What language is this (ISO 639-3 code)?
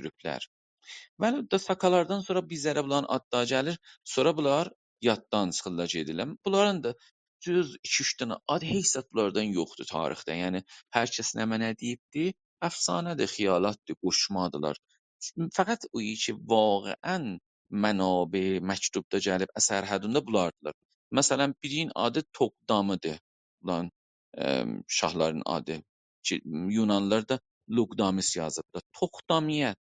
azb